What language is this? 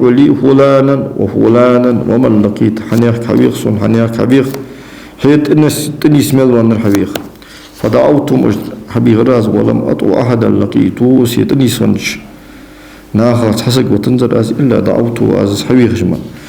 Ingush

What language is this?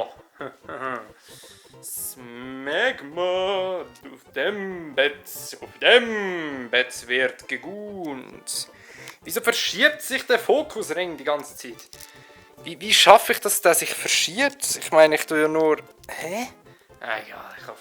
Swiss German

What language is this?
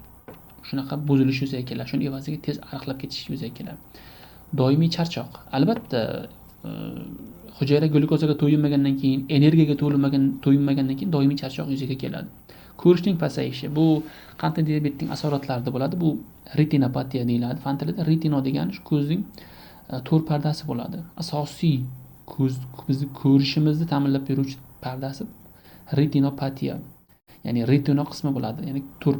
Uzbek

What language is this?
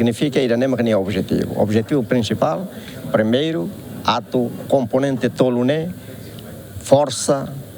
Tetum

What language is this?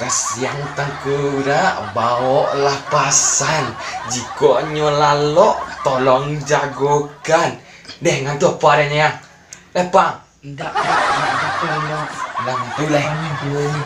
Minangkabau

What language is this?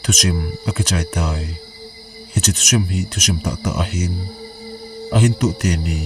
Thado Chin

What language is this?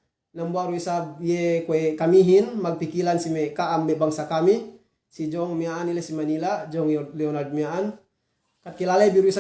Yakan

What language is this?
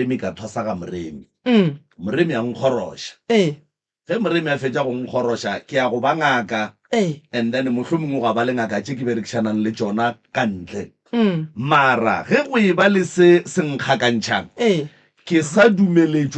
Northern Sotho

